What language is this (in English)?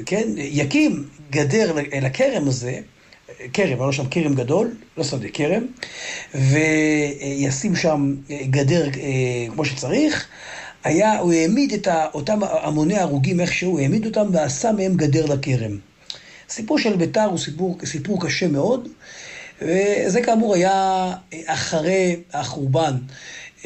Hebrew